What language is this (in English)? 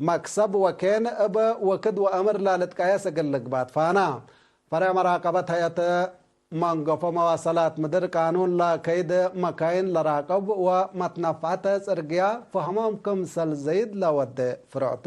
Tigre